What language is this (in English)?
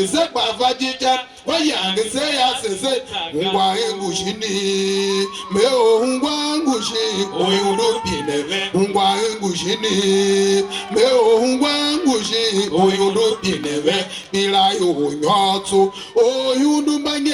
Tiv